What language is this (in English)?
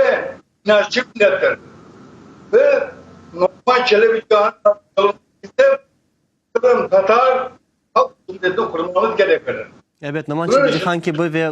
Crimean Tatar